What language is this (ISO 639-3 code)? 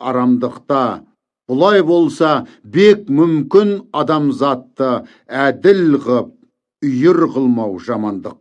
kaz